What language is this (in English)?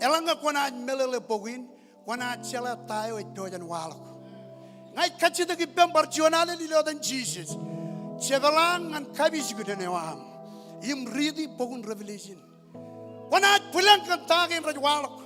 Marshallese